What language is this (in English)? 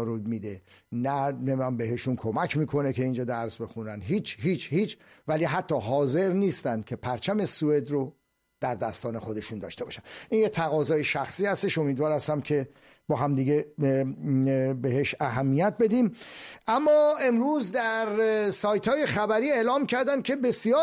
Persian